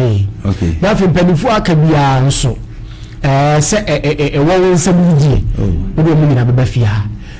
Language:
Akan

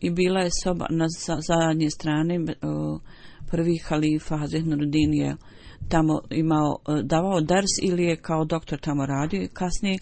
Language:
Bosnian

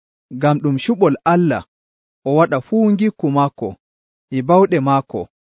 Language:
Nigerian Fulfulde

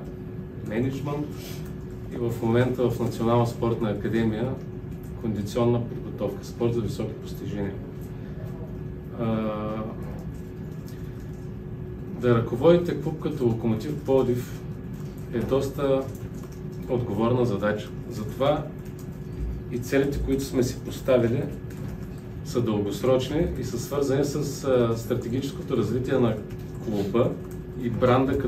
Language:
Bulgarian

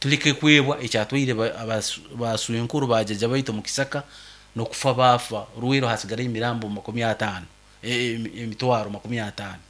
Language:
Nyankole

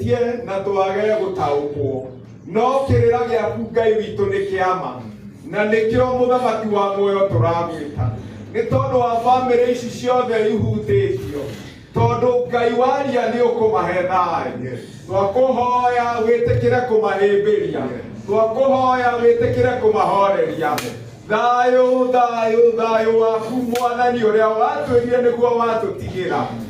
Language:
Kikuyu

